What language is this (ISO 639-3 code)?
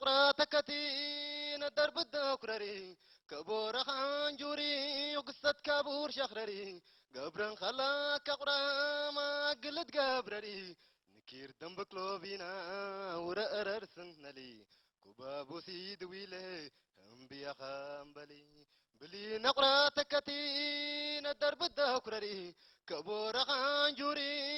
tir